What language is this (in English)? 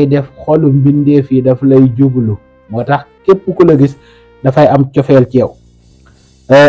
Wolof